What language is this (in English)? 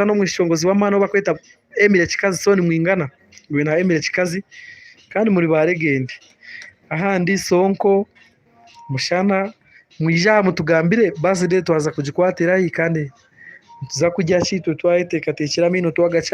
Nyankole